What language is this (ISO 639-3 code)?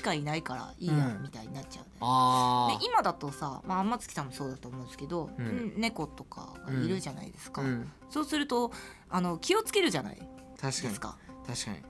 jpn